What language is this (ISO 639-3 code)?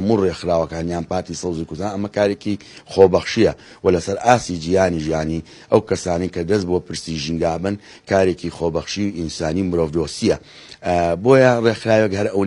ckb